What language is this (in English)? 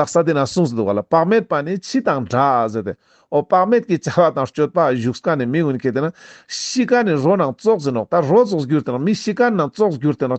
Ladakhi